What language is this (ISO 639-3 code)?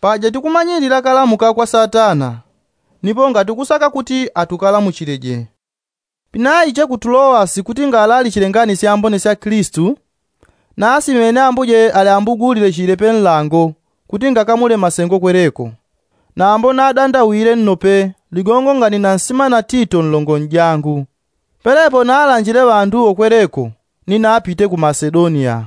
yao